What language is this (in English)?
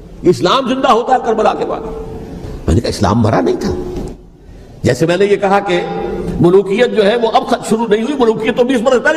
Urdu